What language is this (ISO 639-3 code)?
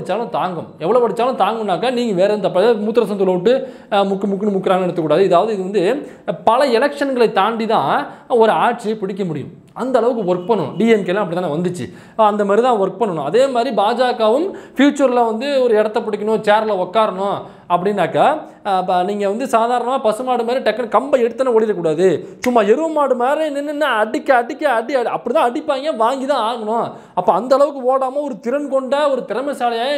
tam